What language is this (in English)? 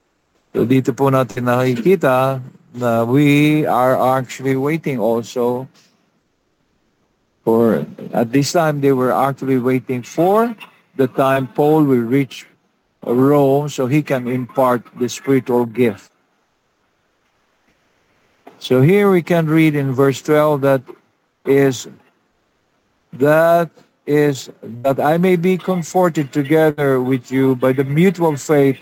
Filipino